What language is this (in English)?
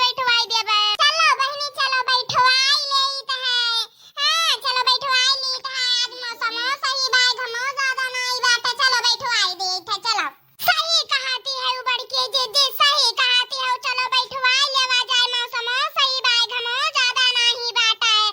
Awadhi